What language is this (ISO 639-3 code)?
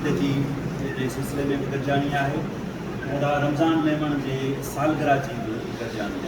snd